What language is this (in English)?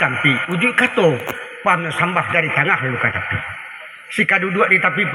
Minangkabau